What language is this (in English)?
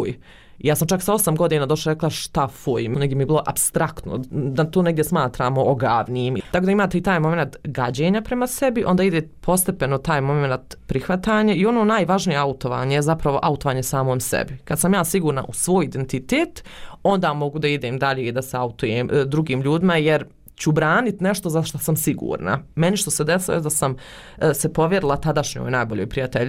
Bosnian